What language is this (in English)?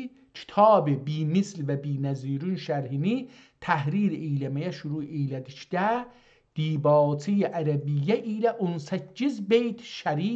South Azerbaijani